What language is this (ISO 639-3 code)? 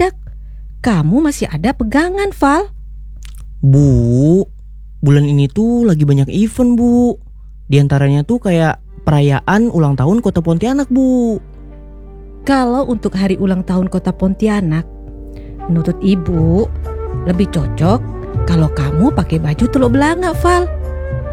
ind